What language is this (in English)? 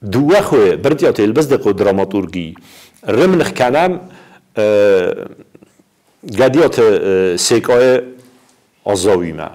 Ossetic